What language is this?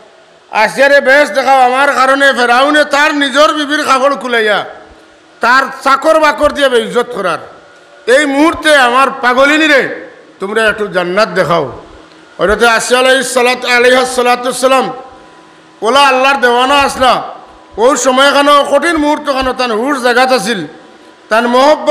Sylheti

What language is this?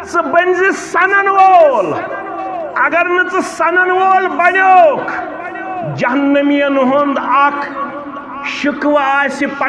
Kashmiri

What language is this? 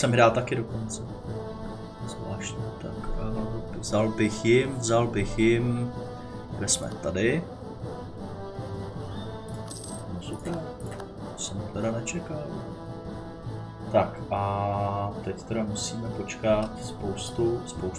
Czech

